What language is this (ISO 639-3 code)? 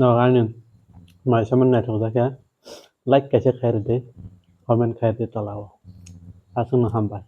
trp